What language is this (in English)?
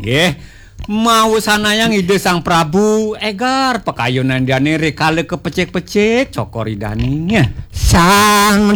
Balinese